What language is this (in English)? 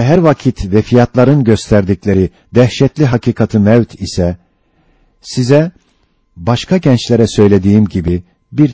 Turkish